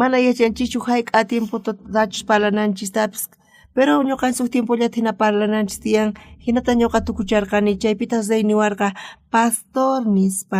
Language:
South Bolivian Quechua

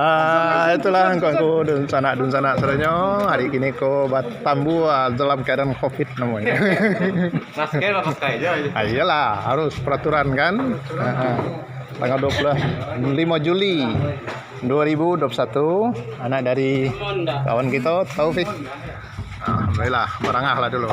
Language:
Minangkabau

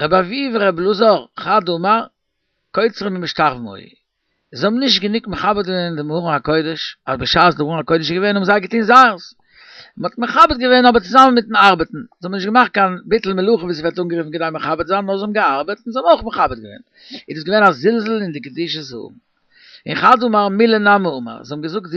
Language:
Yiddish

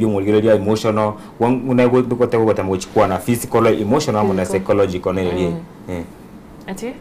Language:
Gusii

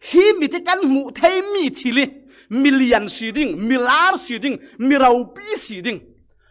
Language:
Falam Chin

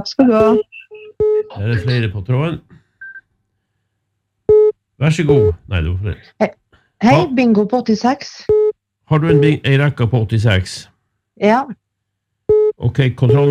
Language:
Norwegian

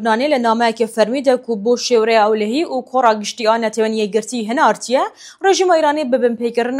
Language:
Kurdish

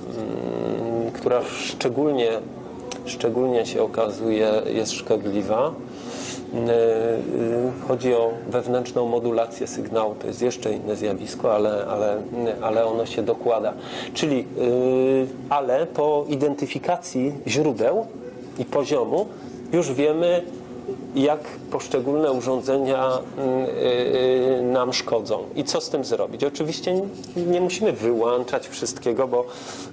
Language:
Polish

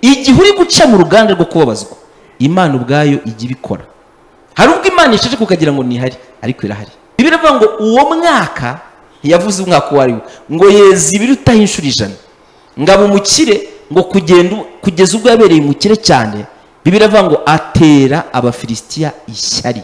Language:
Kinyarwanda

